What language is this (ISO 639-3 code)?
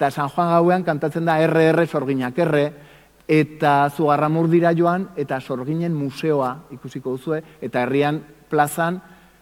eus